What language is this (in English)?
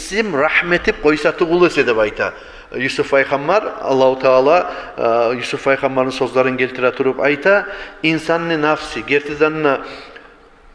Kumyk